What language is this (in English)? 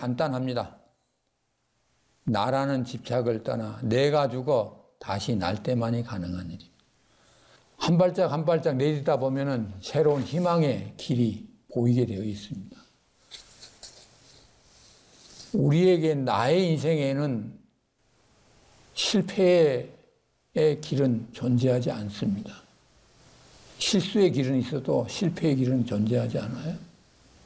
Korean